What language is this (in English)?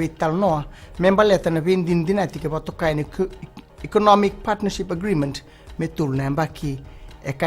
Fijian